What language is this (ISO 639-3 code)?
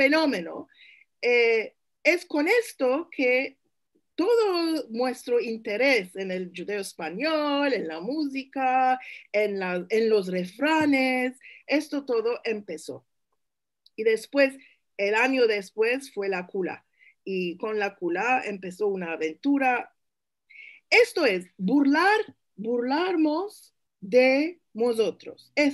lad